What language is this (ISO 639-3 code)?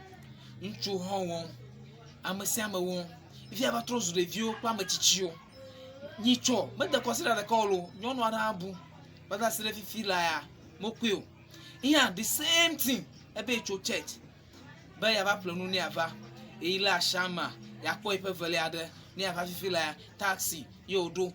ewe